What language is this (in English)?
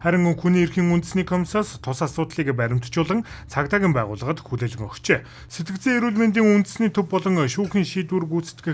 Mongolian